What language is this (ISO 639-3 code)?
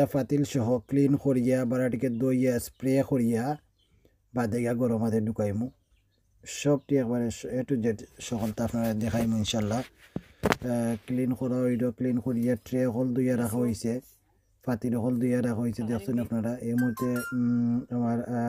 syl